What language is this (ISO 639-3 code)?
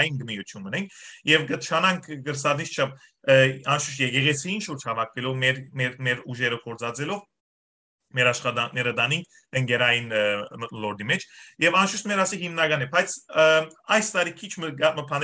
hyw